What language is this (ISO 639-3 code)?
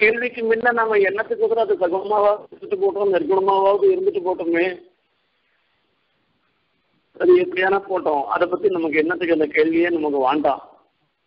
tam